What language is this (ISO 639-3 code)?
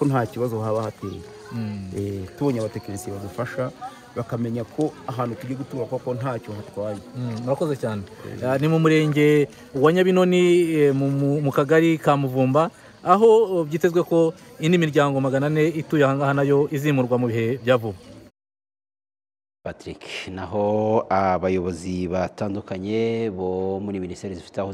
kin